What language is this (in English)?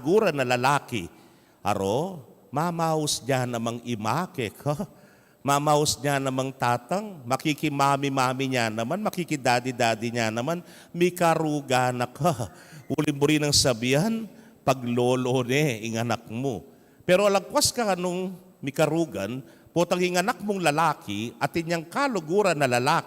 Pampanga